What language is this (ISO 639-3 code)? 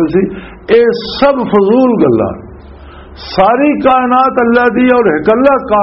lah